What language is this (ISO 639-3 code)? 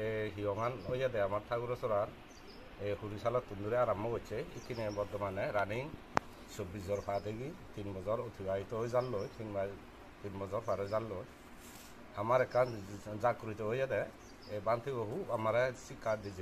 ccp